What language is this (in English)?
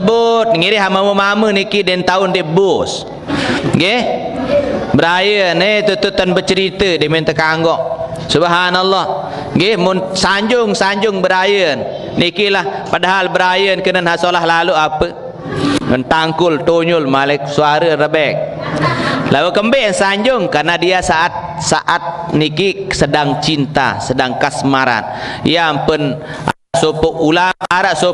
Sasak